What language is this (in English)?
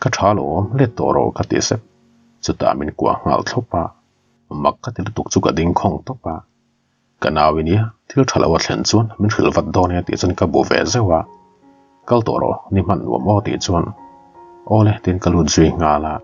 Mizo